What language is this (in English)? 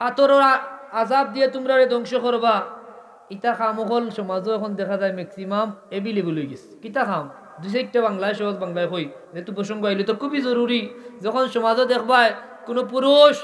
Sylheti